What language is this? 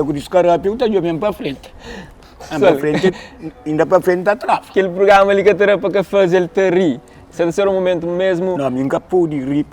Kabuverdianu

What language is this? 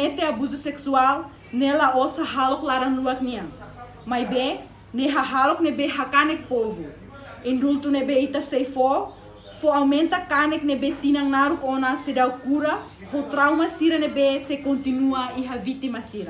Tetum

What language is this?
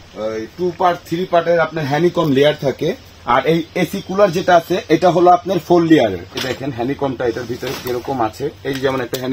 Bangla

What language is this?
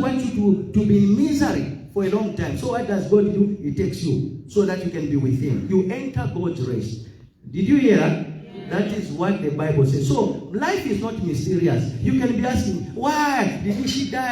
Tswana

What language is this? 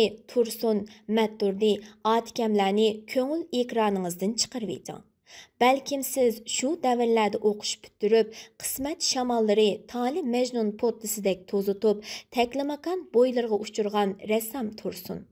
Uyghur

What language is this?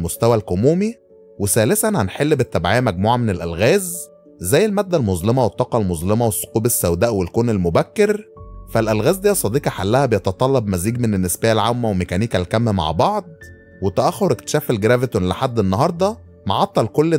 Egyptian Arabic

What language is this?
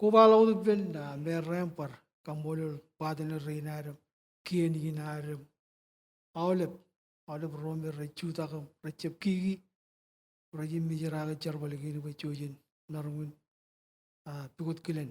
Marshallese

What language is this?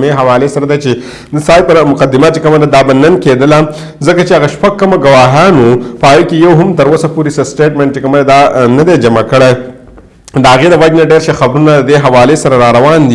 Pashto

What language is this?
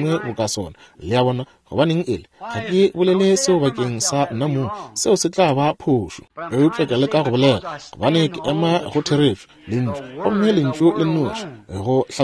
Northern Sotho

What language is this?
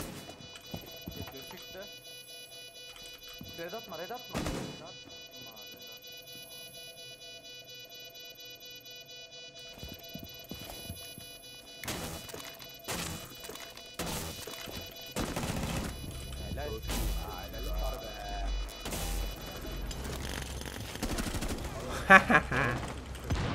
Turkish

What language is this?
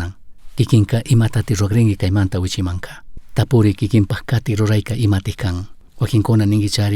Chimborazo Highland Quichua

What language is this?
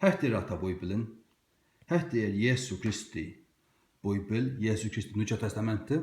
Faroese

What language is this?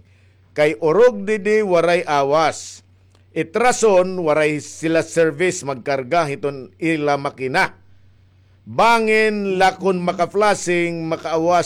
Waray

